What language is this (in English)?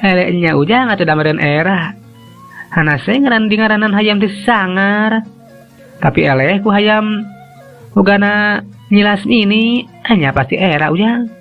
Sundanese